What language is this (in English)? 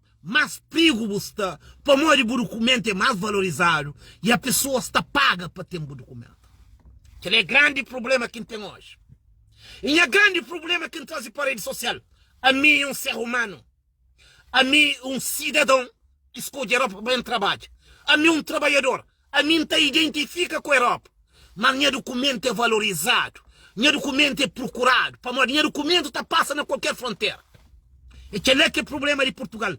Kabuverdianu